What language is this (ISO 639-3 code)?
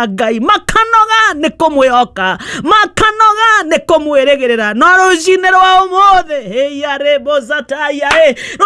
kik